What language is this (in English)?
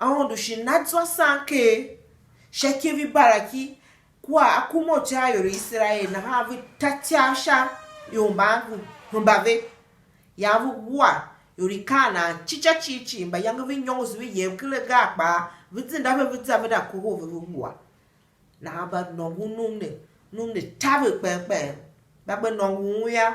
Tiv